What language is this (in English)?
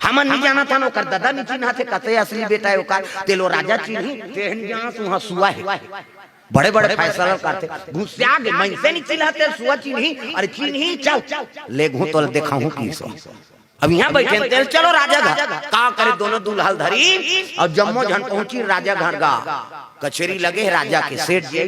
Chhattisgarhi